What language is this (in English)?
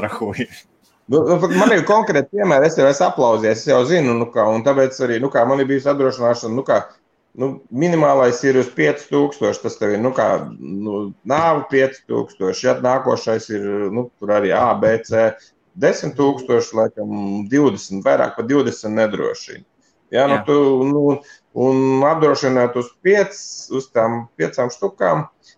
Latvian